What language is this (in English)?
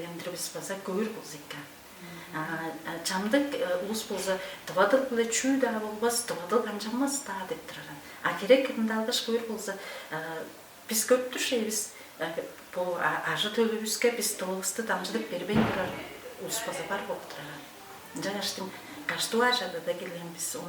Tuvinian